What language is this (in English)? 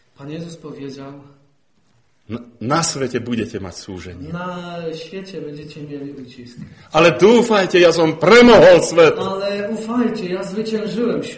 Slovak